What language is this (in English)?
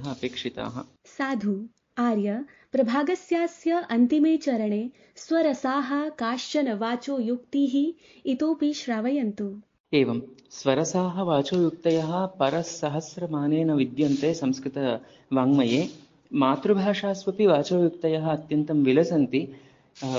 Sanskrit